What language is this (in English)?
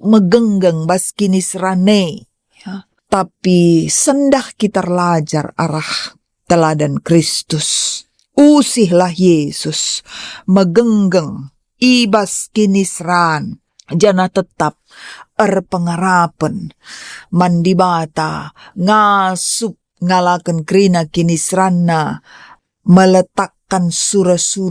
Batak Karo